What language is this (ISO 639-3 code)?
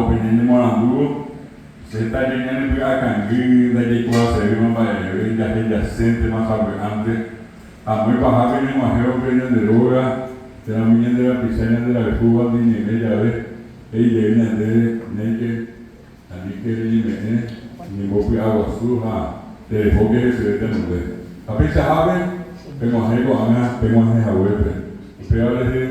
grn